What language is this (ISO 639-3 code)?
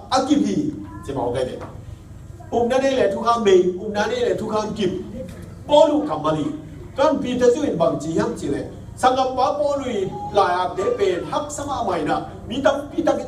ctd